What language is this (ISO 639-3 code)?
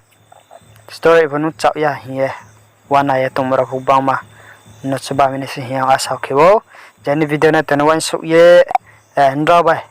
ria